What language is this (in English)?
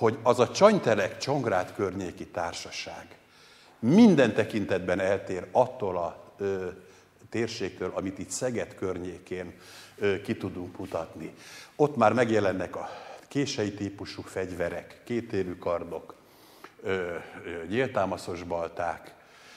Hungarian